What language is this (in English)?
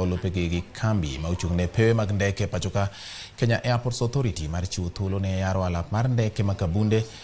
Luo (Kenya and Tanzania)